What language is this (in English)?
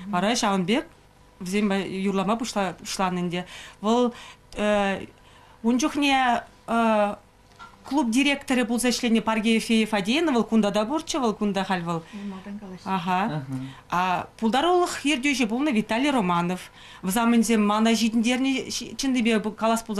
Chuvash